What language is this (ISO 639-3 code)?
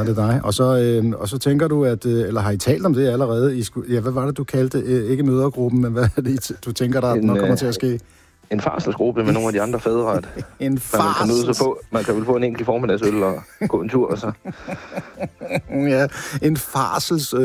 dan